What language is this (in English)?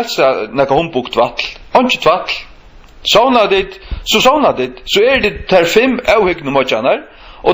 Faroese